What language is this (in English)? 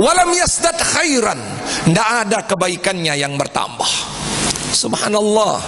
Sasak